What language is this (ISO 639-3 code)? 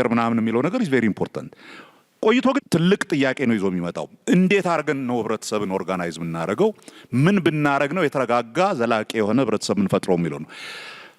amh